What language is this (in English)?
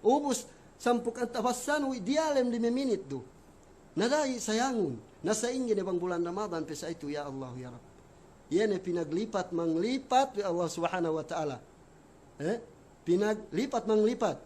Yakan